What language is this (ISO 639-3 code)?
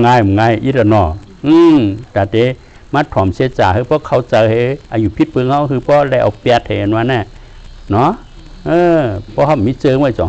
shn